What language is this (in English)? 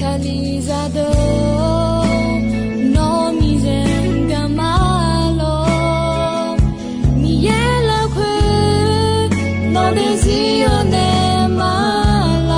Akha